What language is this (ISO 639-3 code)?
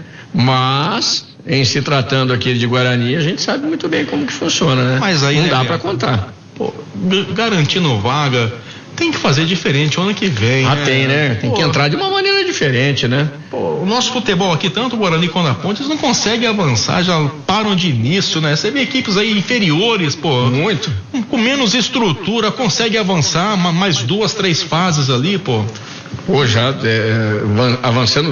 por